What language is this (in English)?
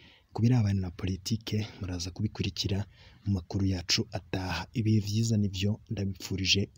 Rundi